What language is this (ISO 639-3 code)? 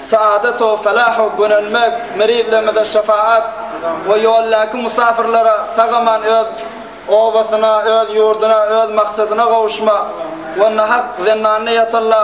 tuk